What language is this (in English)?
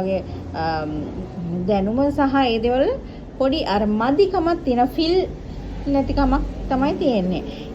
Sinhala